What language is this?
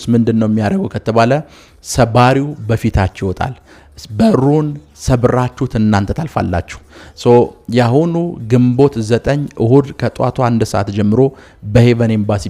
Amharic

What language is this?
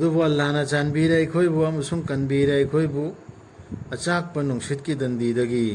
Manipuri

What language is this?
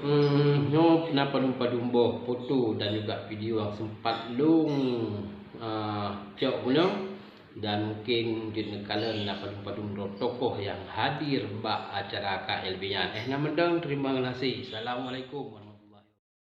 Achinese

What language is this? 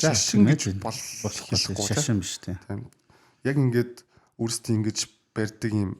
Mongolian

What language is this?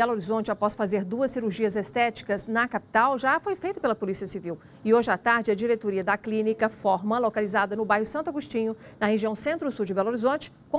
Portuguese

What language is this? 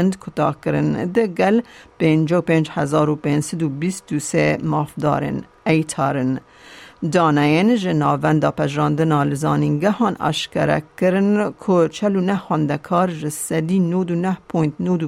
Kurdish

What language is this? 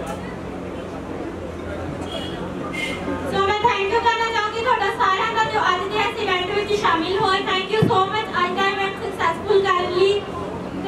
Punjabi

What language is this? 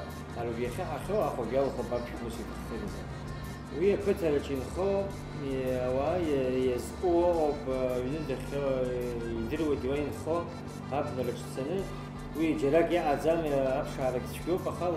Abkhazian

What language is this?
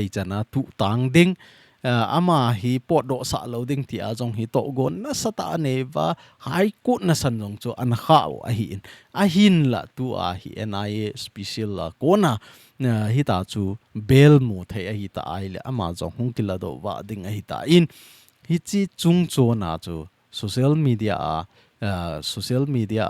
Thado Chin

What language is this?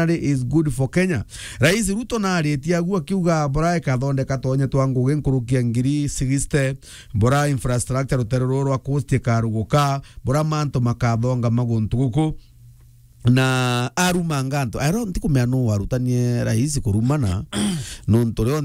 Meru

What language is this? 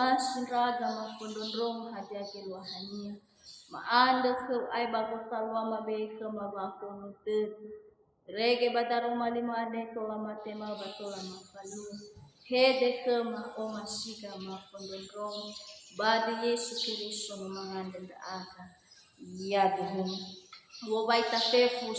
Nias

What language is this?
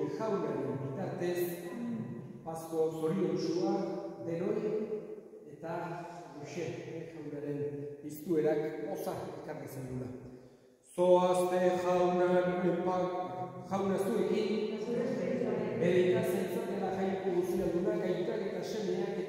Basque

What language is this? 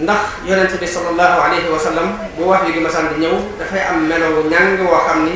Wolof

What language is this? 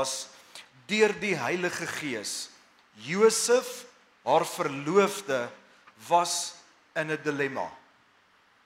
Afrikaans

